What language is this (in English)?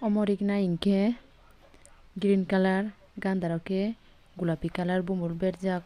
Kok Borok